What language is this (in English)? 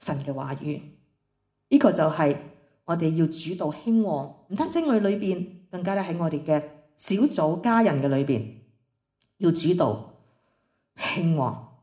Cantonese